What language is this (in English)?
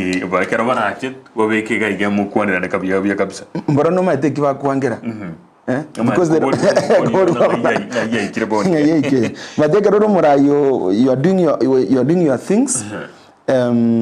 Gusii